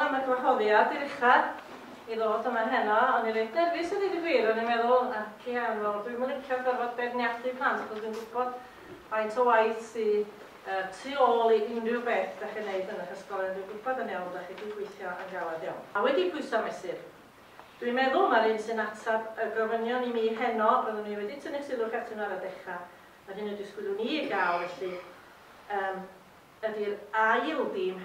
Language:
Welsh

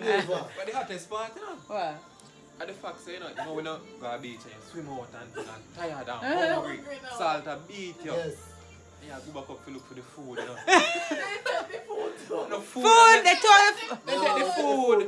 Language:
Jamaican Creole English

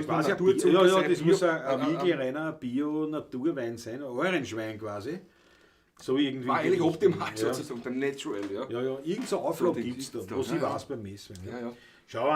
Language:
Bavarian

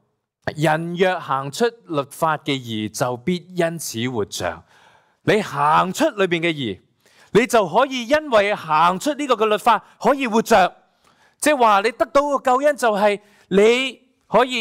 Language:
Cantonese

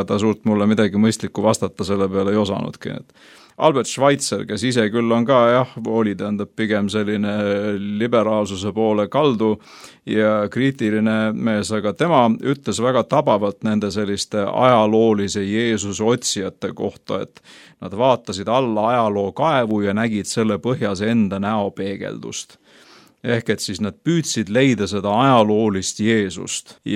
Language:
Estonian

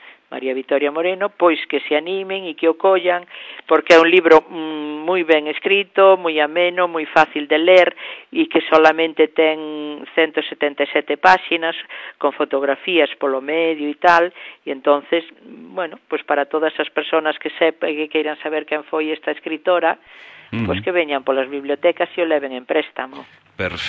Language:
Galician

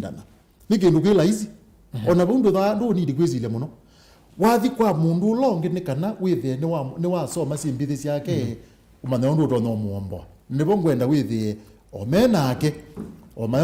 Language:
Kamba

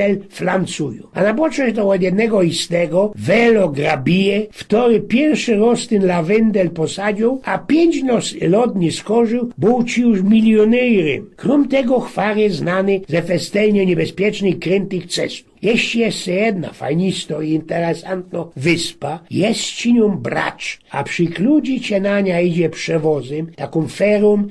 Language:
Silesian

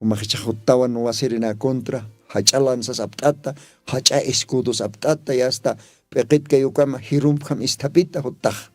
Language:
Aymara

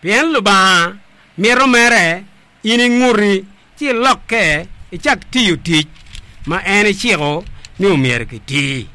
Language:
Acoli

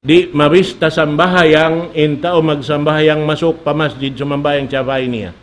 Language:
Tausug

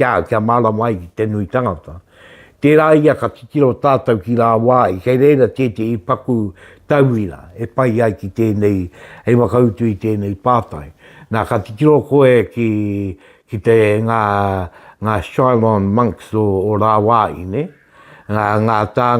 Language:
Māori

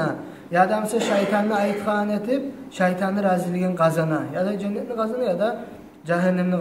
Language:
Kumyk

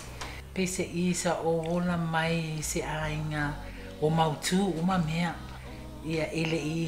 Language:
Samoan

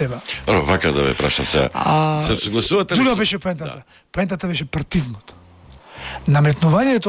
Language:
Macedonian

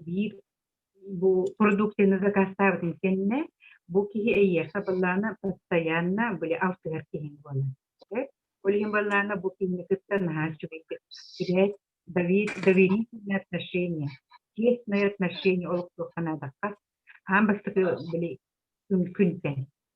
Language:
Yakut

